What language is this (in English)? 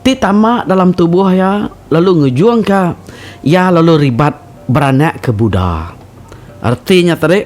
Iban